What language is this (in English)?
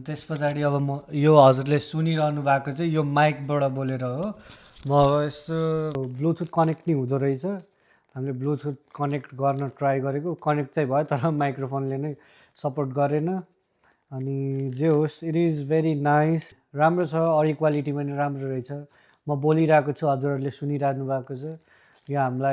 Nepali